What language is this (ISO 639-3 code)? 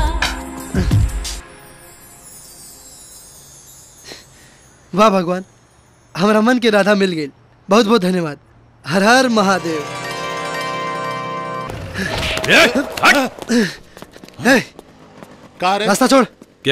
bho